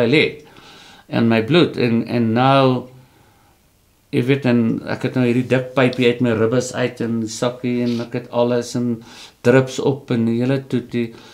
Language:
Afrikaans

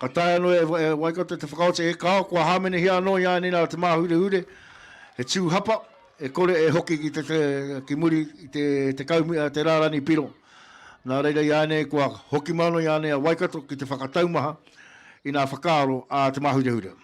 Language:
Māori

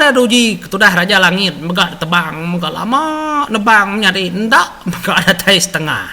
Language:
Iban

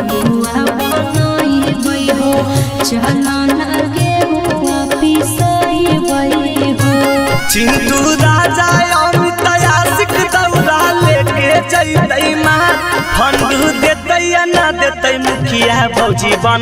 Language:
Magahi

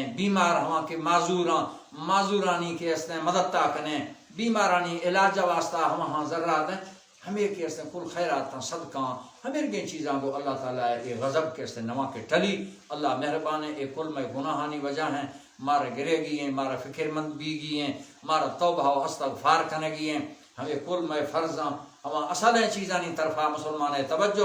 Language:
Baluchi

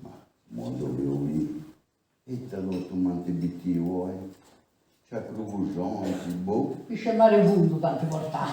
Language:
Sardinian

